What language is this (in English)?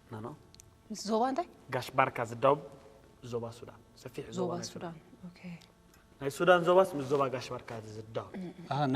Tigrinya